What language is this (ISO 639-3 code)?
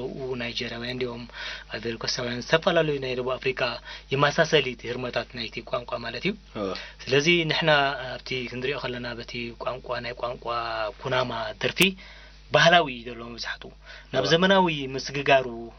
tir